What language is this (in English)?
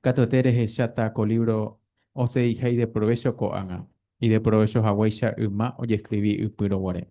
Guarani